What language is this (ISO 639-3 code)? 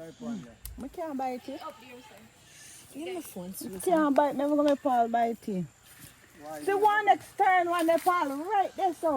jam